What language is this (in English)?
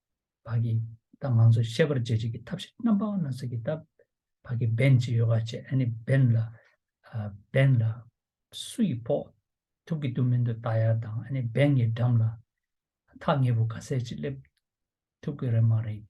Tibetan